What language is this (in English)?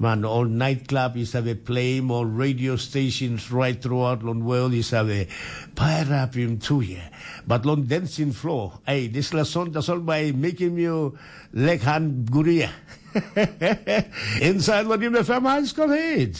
Tok Pisin